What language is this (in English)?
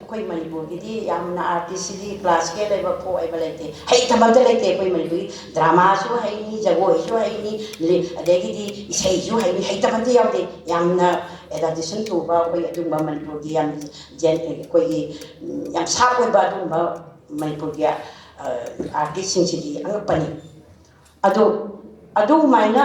Manipuri